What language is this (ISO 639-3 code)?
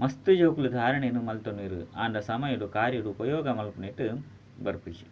tcy